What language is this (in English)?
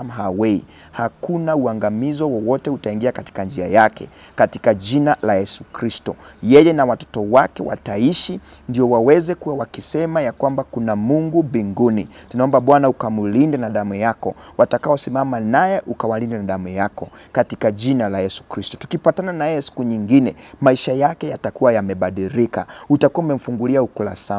Swahili